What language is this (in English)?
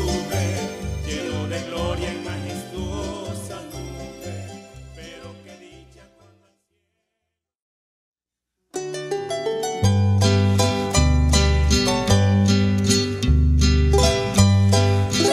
Spanish